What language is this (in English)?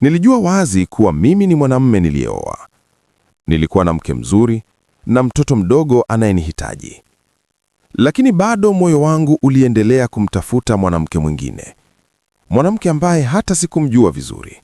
Swahili